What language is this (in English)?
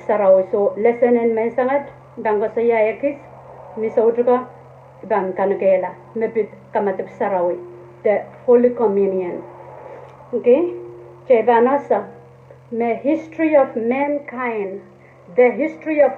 Pohnpeian